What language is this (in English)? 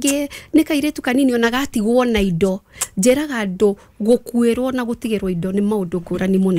Kikuyu